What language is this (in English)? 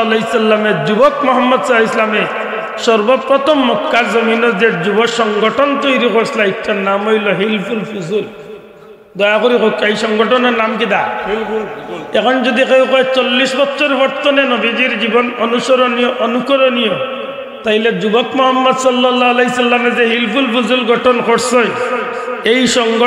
Sylheti